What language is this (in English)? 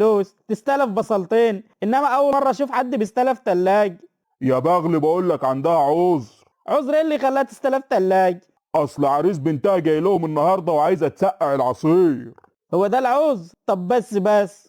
Egyptian Arabic